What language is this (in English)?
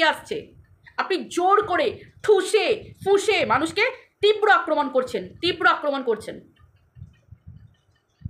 Bangla